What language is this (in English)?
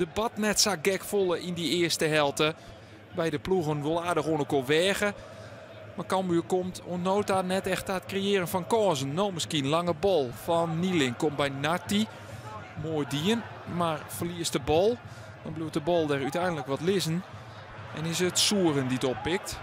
Western Frisian